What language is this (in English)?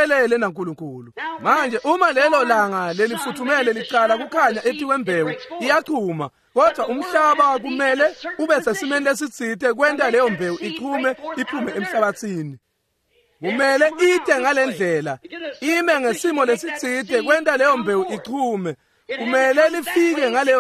Swati